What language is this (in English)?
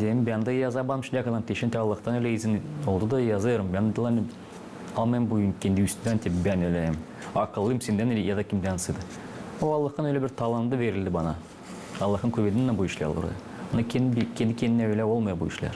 Gagauz